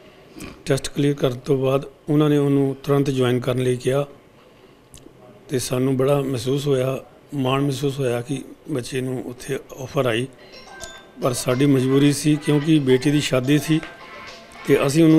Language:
Punjabi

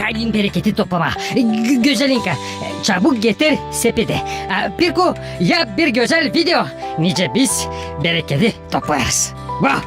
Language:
Gagauz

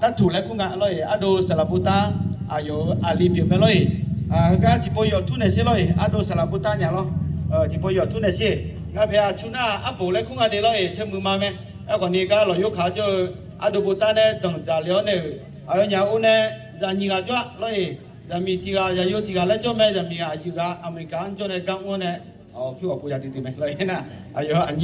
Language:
Akha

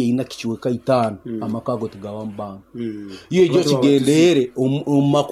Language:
Nyankole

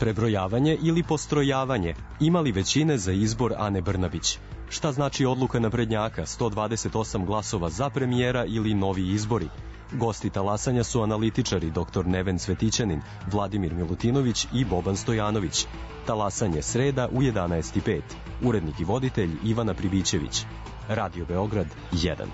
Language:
Serbian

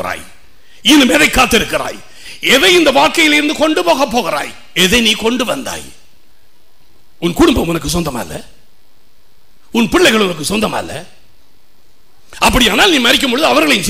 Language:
Tamil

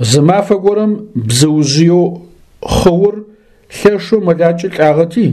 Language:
Adyghe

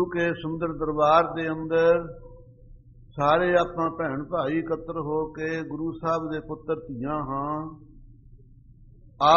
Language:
Punjabi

